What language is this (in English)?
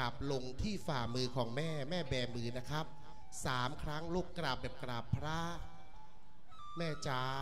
Thai